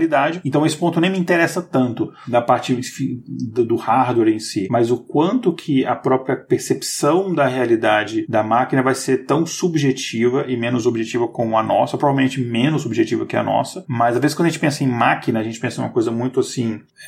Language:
Portuguese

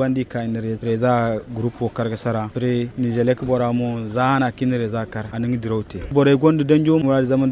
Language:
Zarma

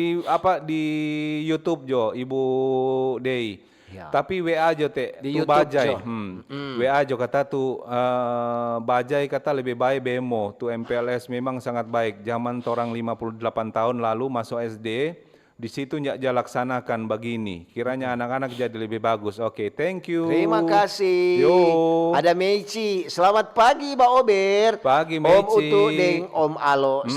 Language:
Manado Malay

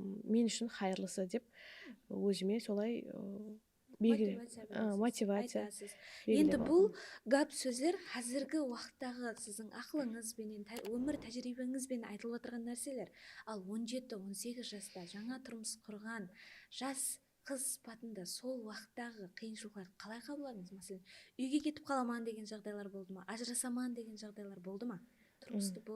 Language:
Kara-Kalpak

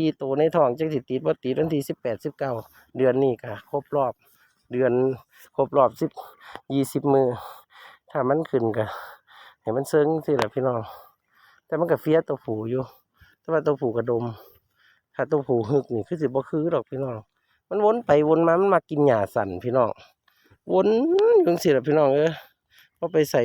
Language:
Northeastern Thai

